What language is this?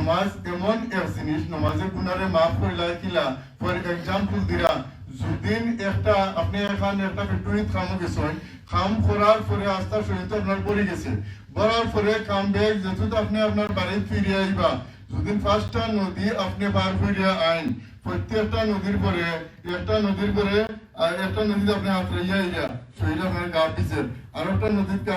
Sylheti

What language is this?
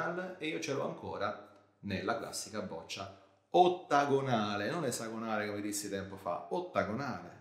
Italian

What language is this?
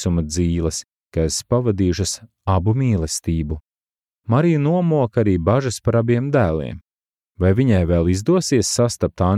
Latvian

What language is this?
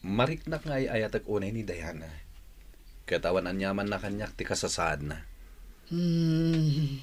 Iloko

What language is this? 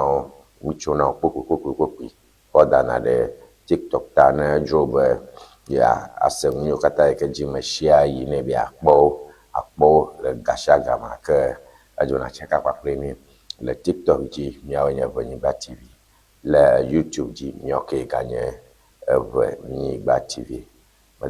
Ewe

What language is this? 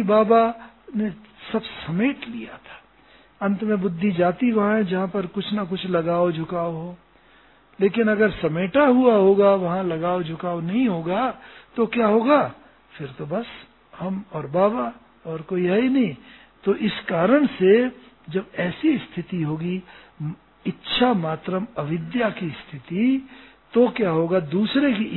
Hindi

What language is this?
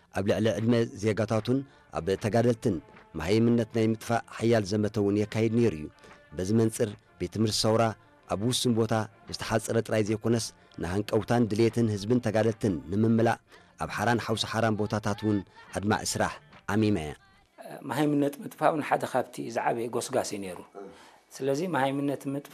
Tigrinya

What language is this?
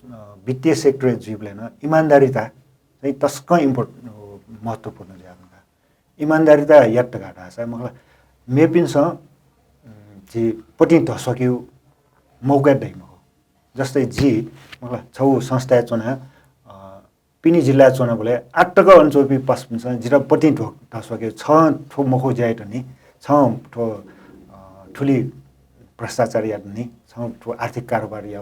Newari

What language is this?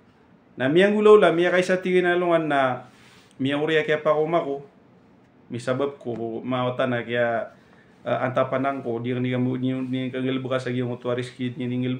Maranao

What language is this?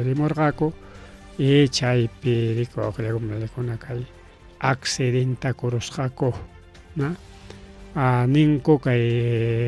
Ayacucho Quechua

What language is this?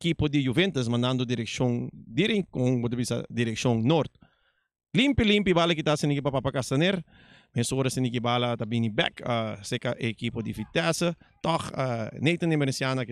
Papiamento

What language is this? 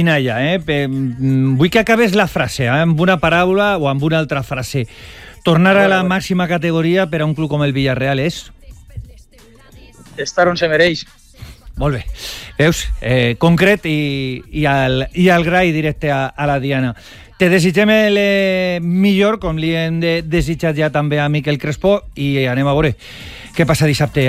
Catalan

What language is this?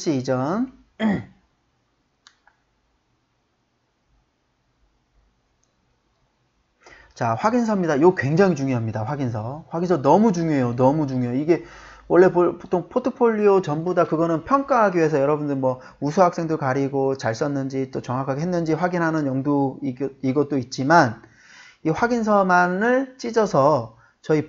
Korean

